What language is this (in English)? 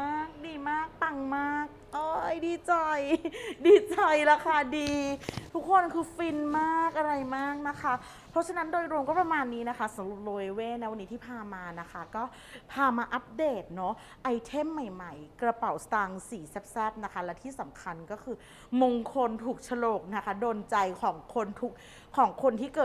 Thai